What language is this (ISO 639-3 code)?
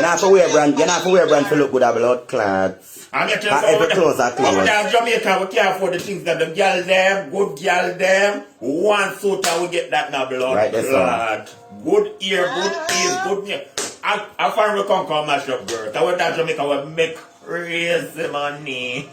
jam